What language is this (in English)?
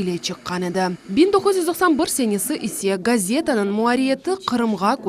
Crimean Tatar